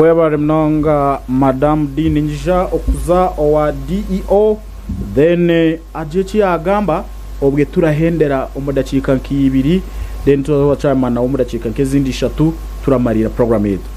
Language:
Nyankole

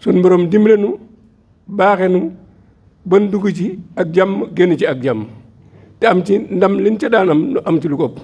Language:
Wolof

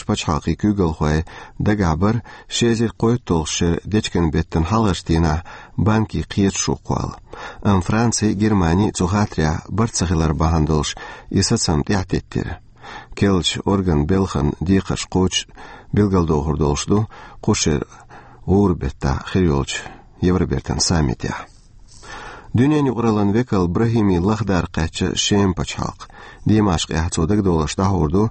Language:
Chechen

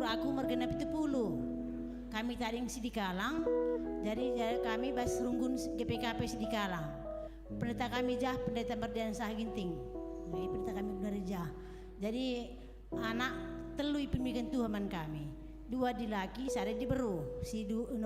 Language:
Batak Karo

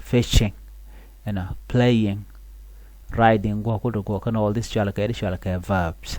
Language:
Nuer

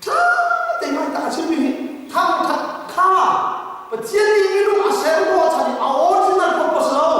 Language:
Hakha Chin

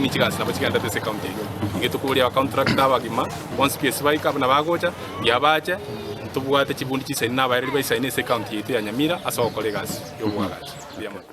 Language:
Gusii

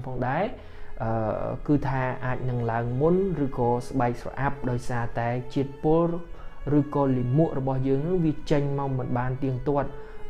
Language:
Khmer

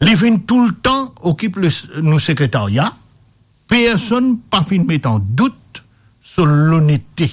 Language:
Morisyen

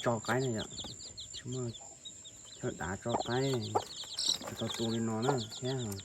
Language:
Hmong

